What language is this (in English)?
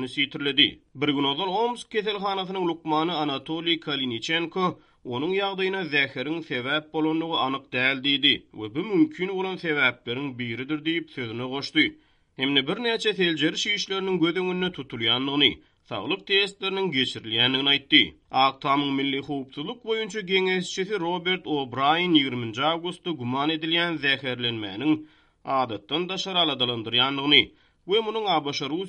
Turkmen